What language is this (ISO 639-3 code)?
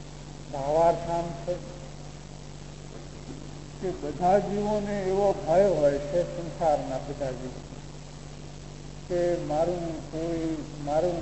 guj